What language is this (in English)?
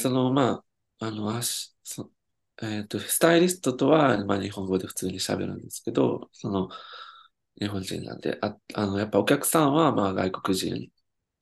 Japanese